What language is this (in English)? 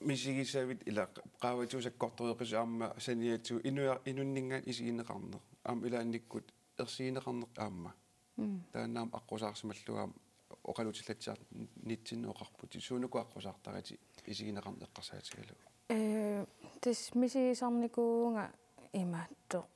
Kalaallisut